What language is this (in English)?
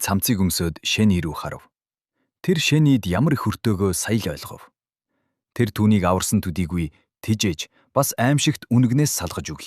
Mongolian